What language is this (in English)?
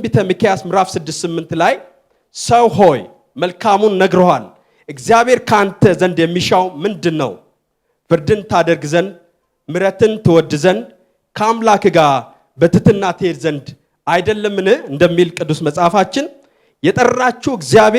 Amharic